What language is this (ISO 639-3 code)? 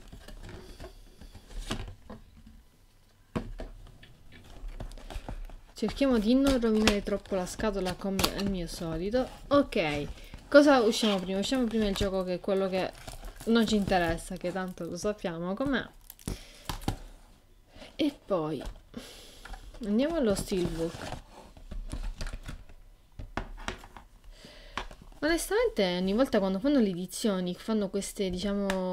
ita